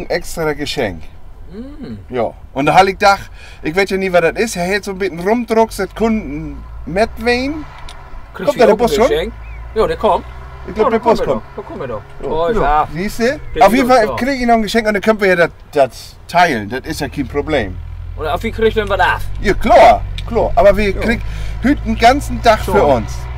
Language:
Low German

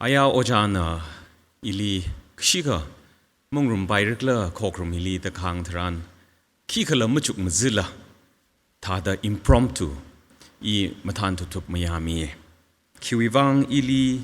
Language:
Tangkhul Naga (India)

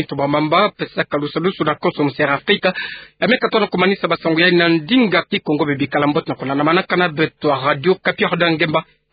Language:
Kituba (Democratic Republic of Congo)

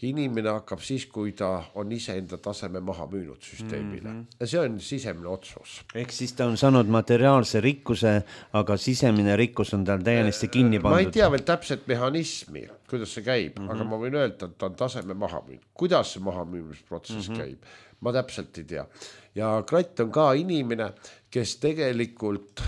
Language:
Estonian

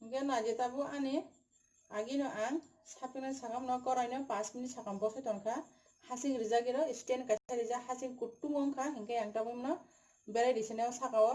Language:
Kok Borok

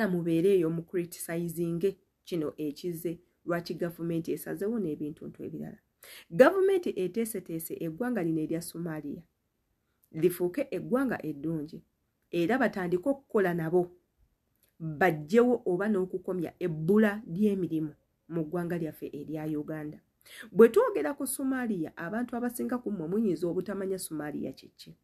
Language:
Ganda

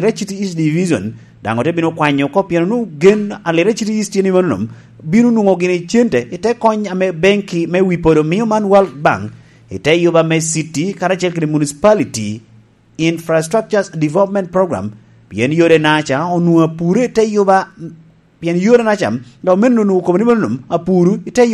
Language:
Lango (Uganda)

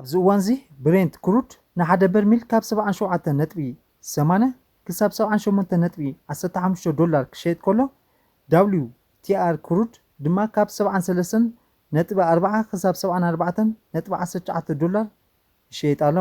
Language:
Tigrinya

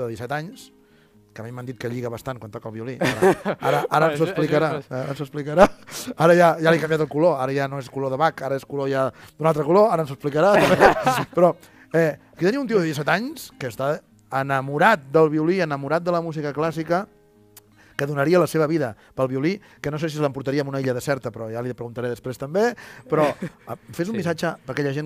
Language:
Catalan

